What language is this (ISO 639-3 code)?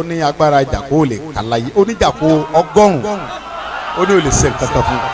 yor